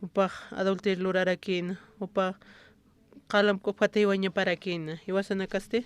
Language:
Aymara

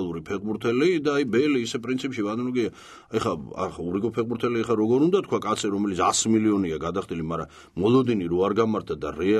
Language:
Georgian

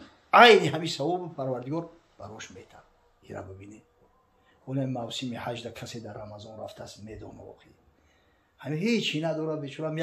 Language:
Tajik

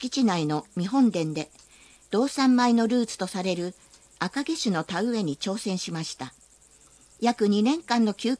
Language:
Japanese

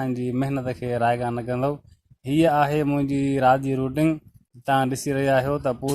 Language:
Sindhi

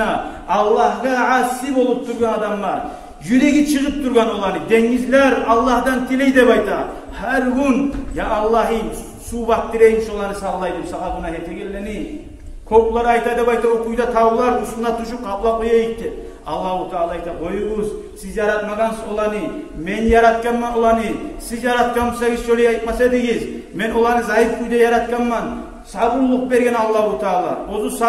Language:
Kumyk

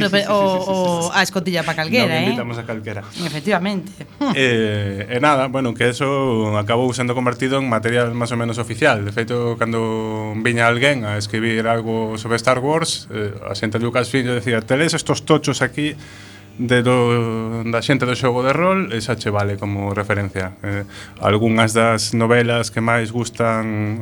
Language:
Galician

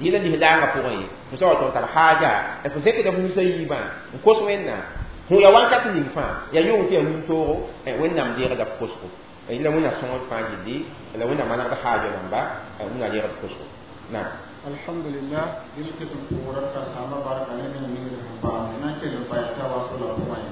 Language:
Mossi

